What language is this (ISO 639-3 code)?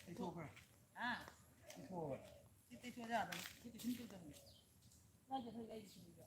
mni